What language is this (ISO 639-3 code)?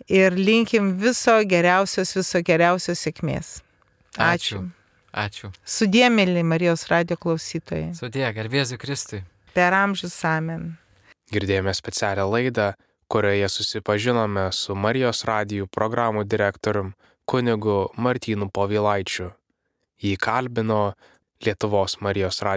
lit